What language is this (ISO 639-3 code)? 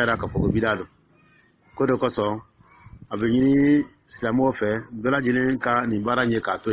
dyu